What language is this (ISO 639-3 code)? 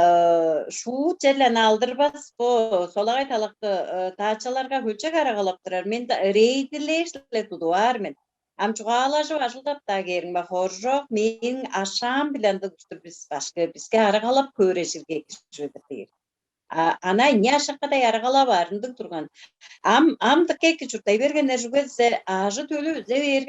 tyv